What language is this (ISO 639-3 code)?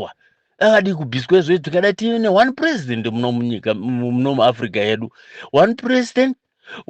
sna